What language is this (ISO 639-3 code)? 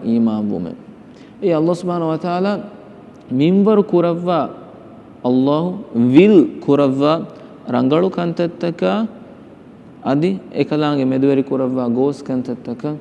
div